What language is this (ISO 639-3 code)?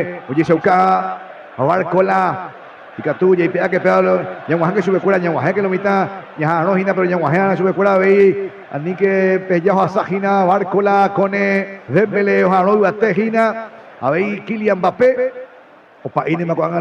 grn